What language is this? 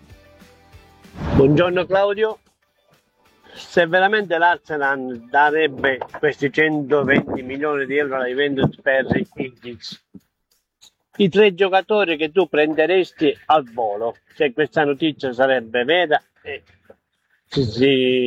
Italian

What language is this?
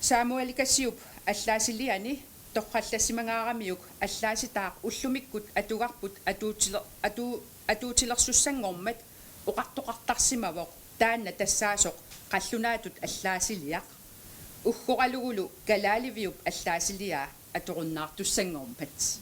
Kalaallisut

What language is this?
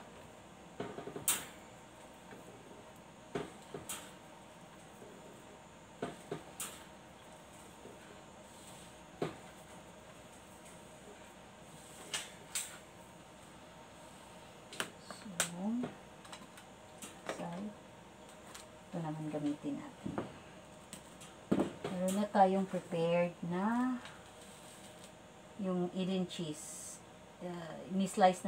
Filipino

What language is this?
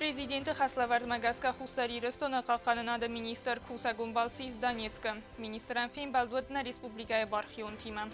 Ossetic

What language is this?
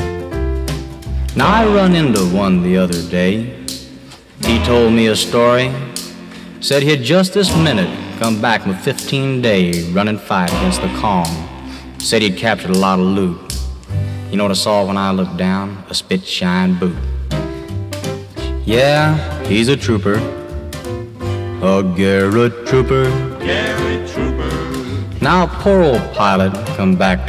English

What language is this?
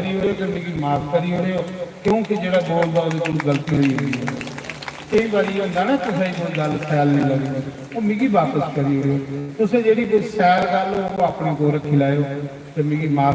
Dogri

